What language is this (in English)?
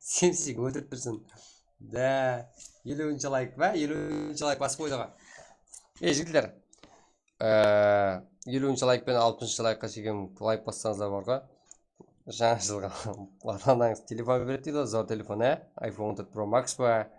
Kara-Kalpak